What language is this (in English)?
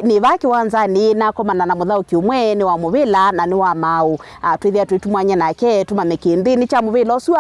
Kamba